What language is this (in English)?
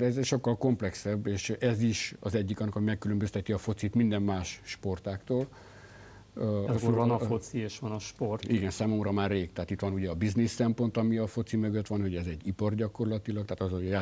Hungarian